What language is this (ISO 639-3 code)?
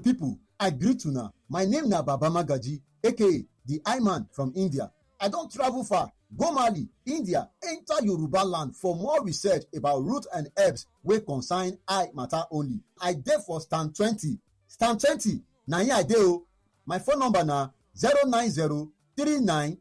pcm